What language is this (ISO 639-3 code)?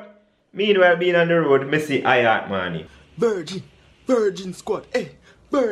jam